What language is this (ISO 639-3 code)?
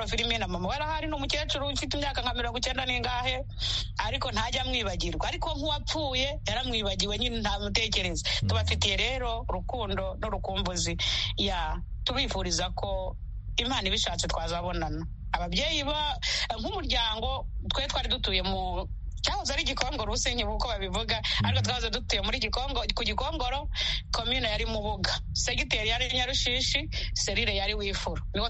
kin